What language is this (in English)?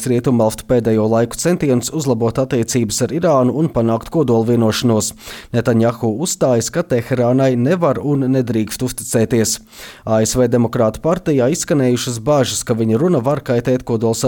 Latvian